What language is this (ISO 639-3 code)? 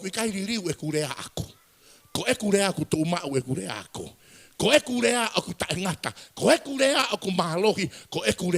ton